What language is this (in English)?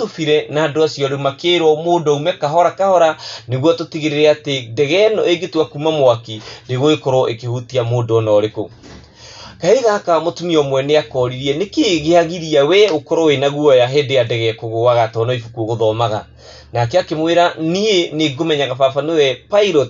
Kikuyu